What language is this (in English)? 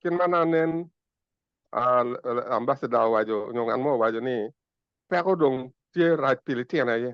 Acoli